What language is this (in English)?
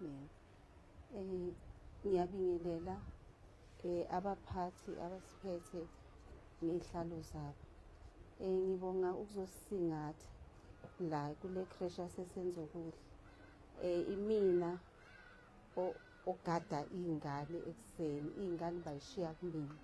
Zulu